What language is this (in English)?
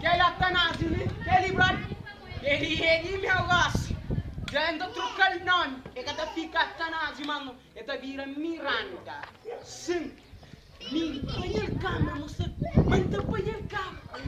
Kabuverdianu